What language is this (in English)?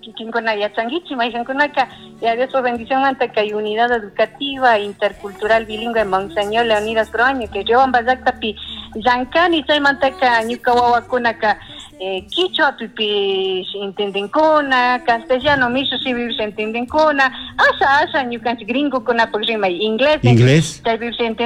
Chimborazo Highland Quichua